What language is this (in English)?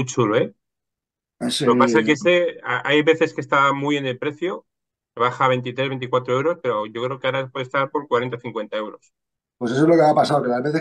Spanish